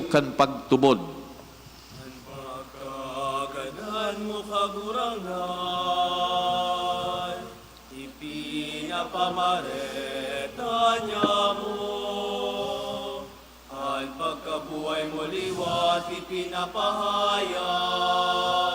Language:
Bikol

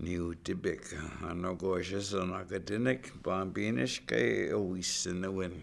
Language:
Chippewa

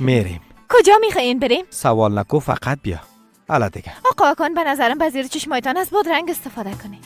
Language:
Persian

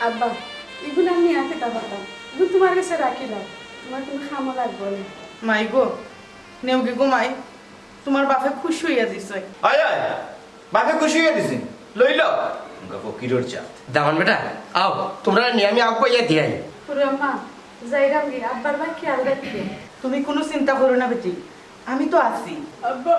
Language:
Sylheti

